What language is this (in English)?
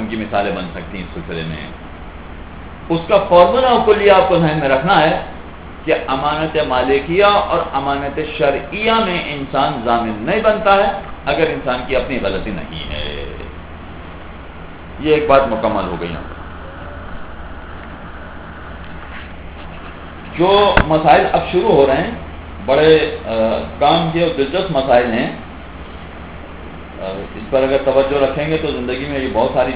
Urdu